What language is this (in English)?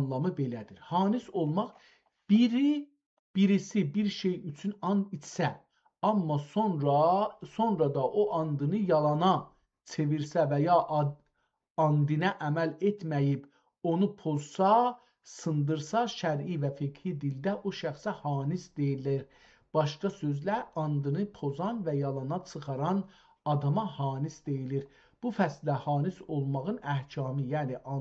South Azerbaijani